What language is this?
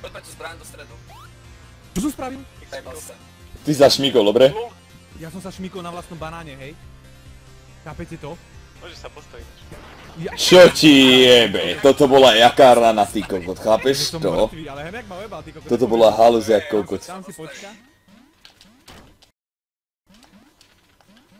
Slovak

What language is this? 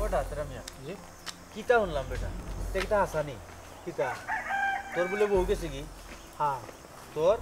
Sylheti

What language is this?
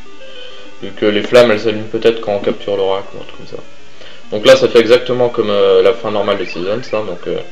French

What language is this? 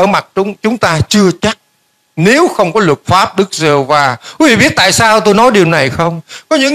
Vietnamese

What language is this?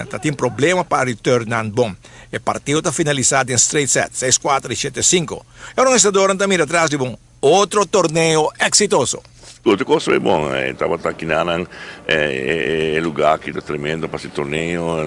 Papiamento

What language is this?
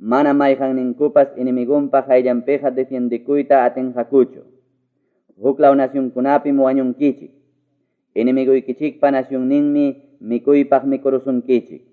Ayacucho Quechua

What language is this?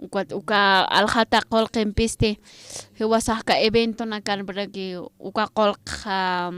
Aymara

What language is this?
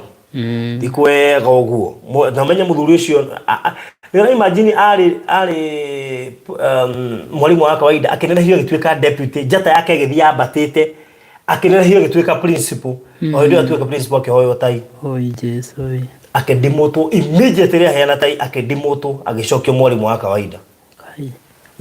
Kikuyu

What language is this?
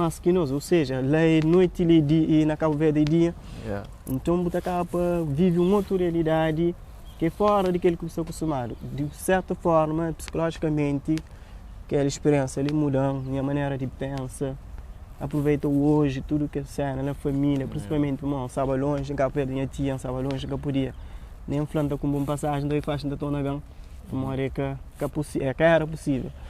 Kabuverdianu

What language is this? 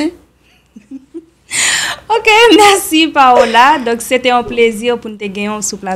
Haitian Creole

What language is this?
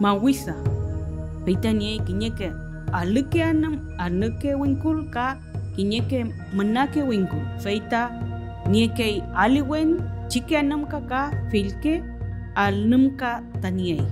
Mapuche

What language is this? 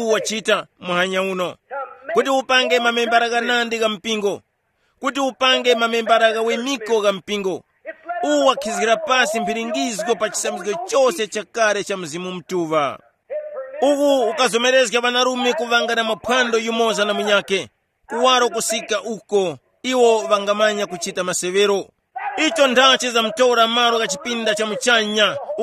Tumbuka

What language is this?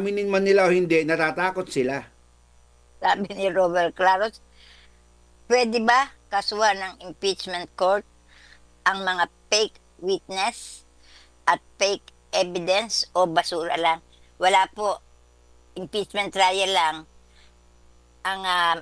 Filipino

